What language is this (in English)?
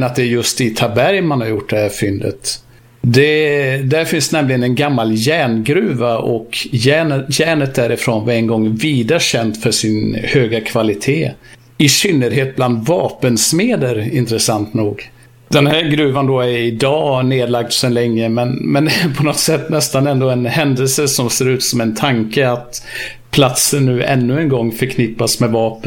Swedish